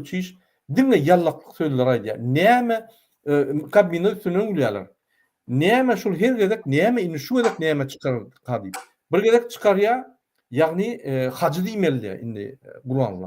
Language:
Turkmen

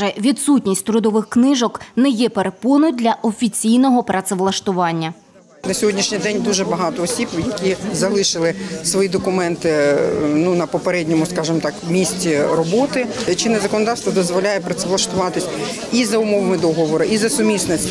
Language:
Ukrainian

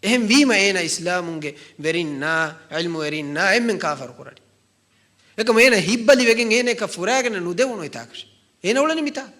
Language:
Divehi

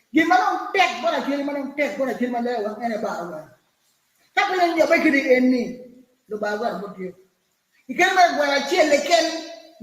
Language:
Acoli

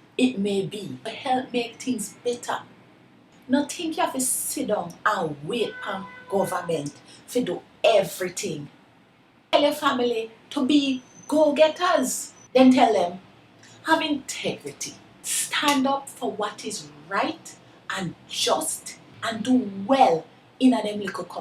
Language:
Jamaican Creole English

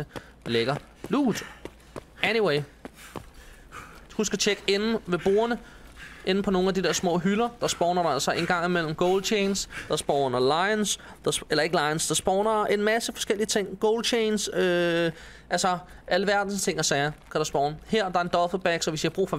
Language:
Danish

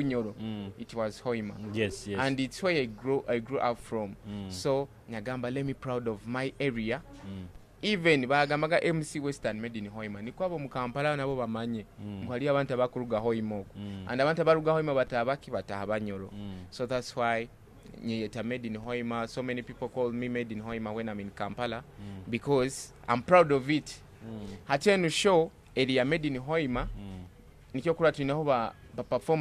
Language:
Nyoro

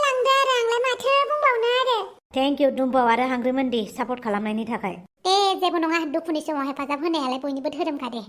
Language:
Bodo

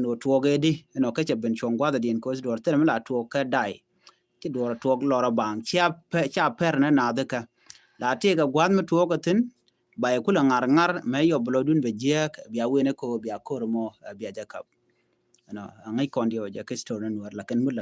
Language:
Nuer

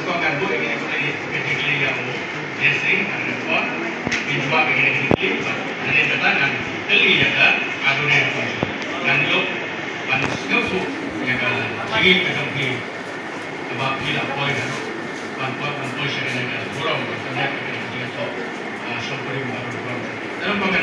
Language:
Khasi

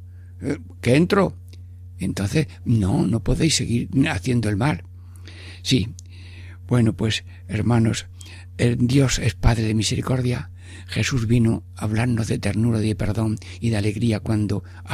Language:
Spanish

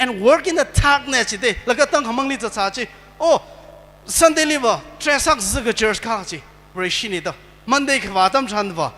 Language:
Tangkhul Naga (India)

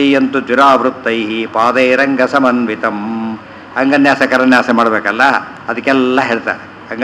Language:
Kannada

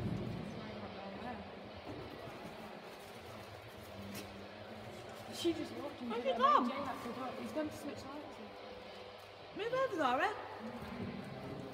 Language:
English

